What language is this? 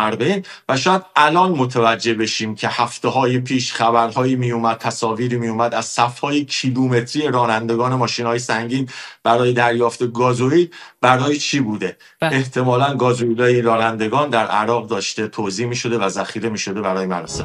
Persian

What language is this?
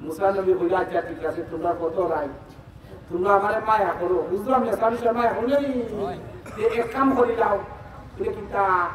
Sylheti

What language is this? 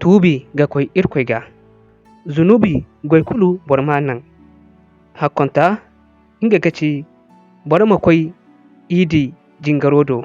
Zarma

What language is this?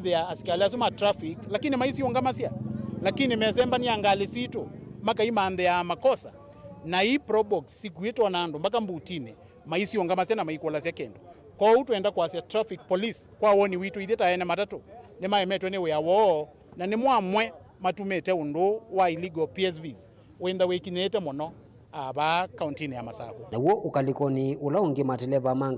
Kamba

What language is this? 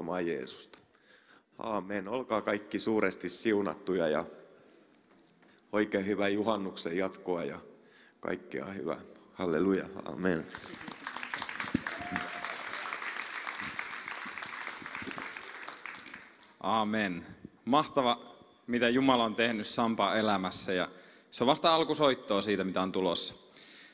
Finnish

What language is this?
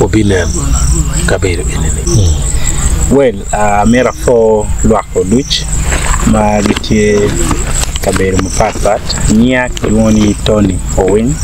Acoli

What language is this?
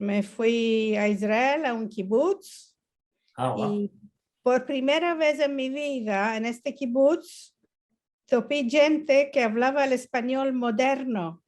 Ladino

